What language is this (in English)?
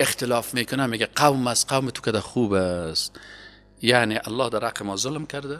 Persian